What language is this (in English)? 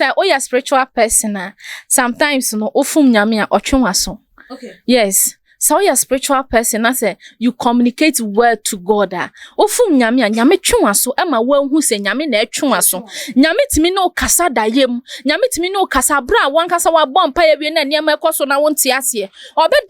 Akan